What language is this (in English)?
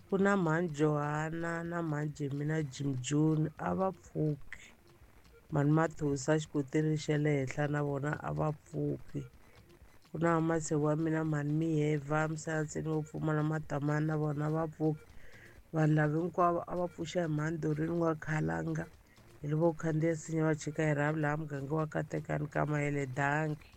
Tsonga